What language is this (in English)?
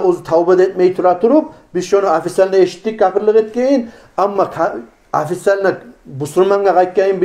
Kumyk